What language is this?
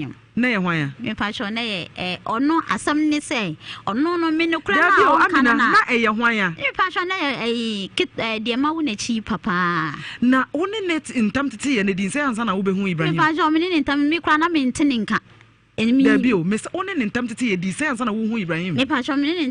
Akan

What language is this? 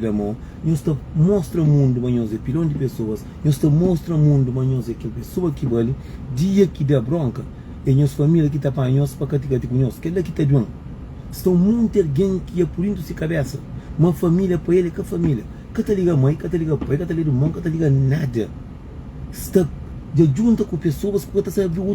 Kabuverdianu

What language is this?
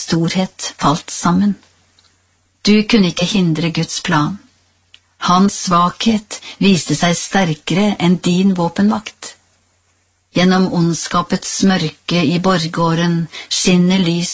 Norwegian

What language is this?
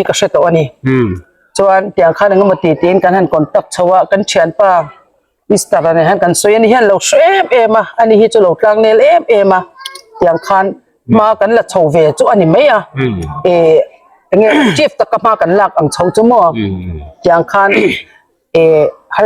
Hmar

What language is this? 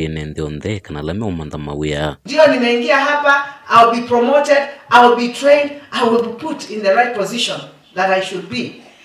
Kamba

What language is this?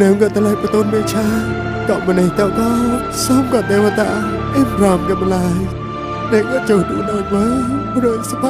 Mon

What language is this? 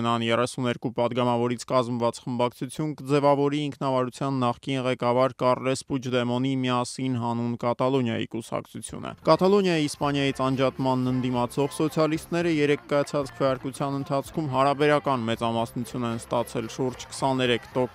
Armenian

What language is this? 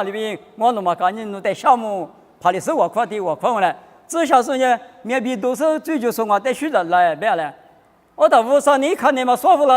Lisu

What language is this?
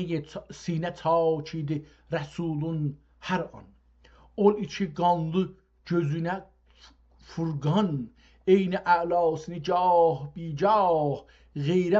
South Azerbaijani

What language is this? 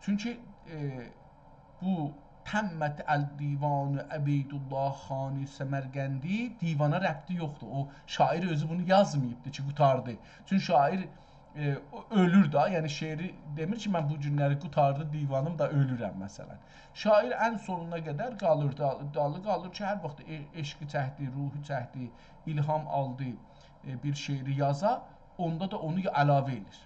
South Azerbaijani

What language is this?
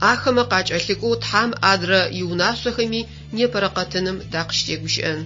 Adyghe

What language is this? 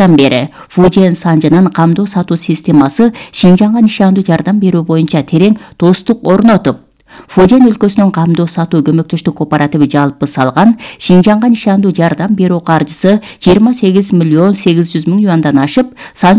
Kyrgyz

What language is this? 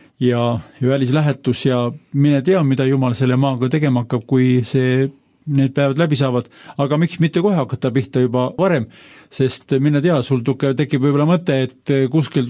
Estonian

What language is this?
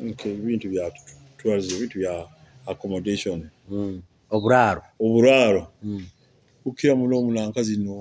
Nyoro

